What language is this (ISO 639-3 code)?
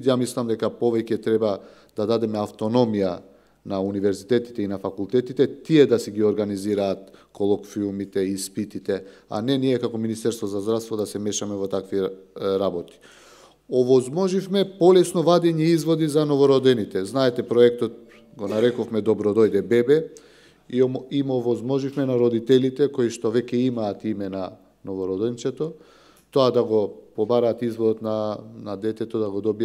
mkd